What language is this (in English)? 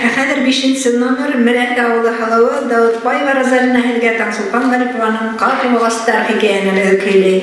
Bashkir